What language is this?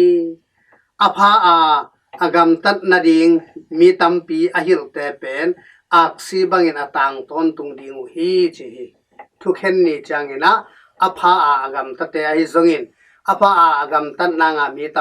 Tedim Chin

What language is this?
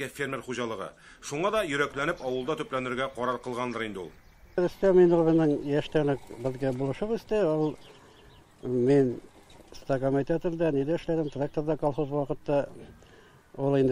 Tatar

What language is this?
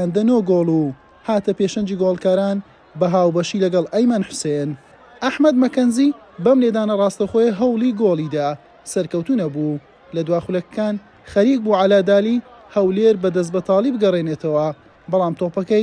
Central Kurdish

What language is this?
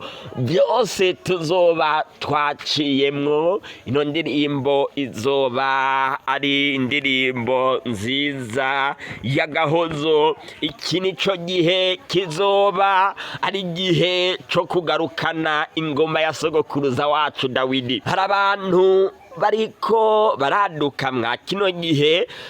Rundi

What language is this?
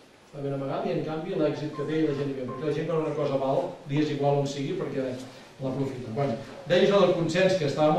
Catalan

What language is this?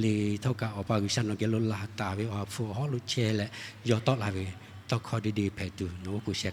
Lahu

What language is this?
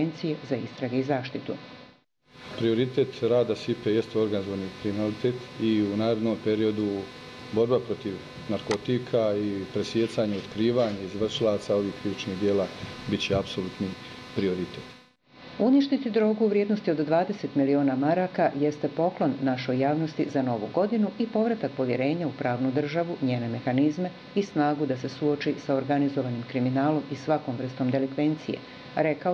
Bosnian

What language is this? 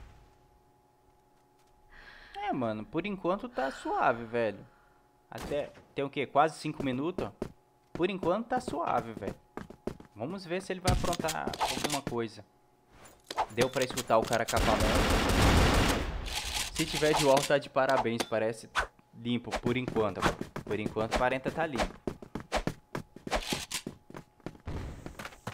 Portuguese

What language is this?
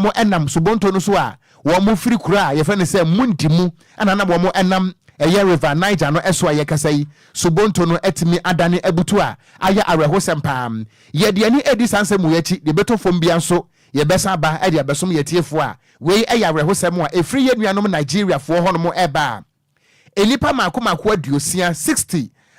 Akan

